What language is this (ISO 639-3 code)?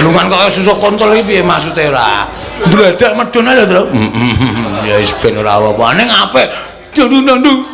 jav